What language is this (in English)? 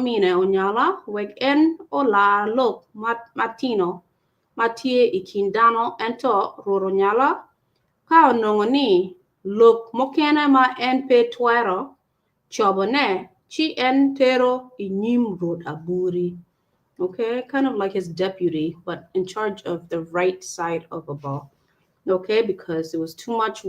Acoli